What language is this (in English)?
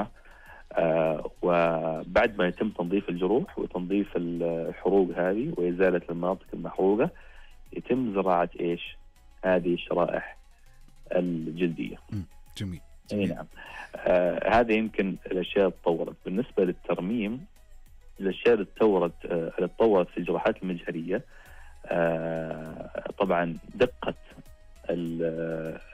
Najdi Arabic